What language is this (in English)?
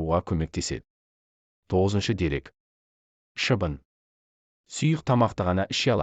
Kazakh